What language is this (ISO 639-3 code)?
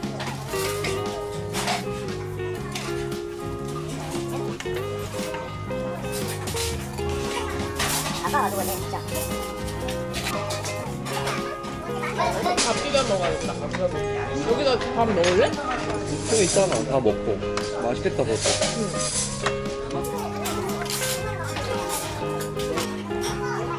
kor